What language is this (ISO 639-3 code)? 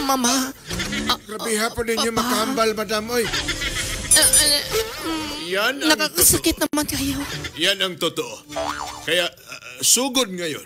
hil